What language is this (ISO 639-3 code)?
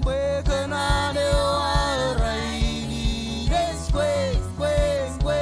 mah